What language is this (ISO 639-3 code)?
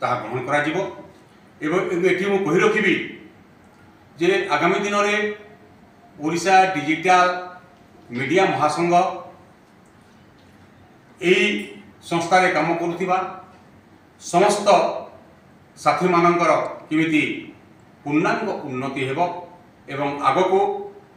ori